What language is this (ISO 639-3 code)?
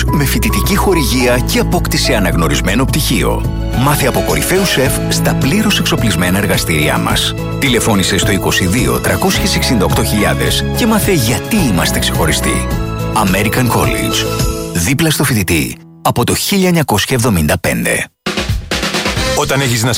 ell